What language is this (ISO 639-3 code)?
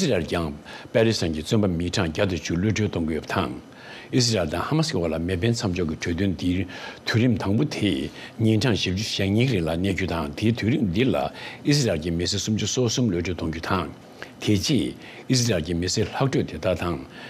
bod